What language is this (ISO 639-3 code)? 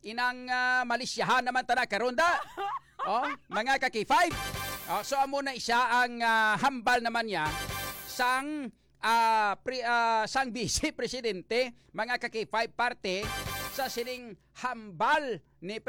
hil